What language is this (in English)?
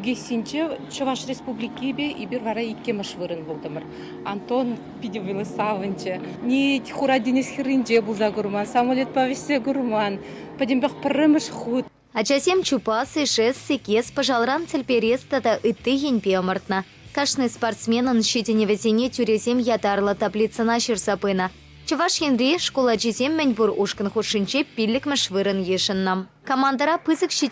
Chuvash